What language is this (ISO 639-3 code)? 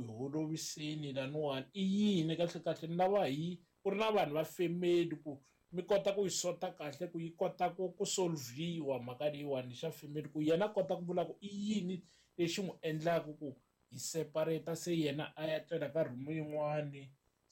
tso